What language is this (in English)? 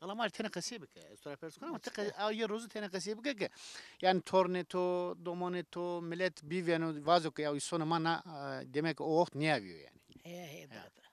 Zaza